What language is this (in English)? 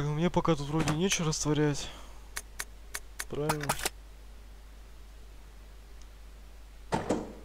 Russian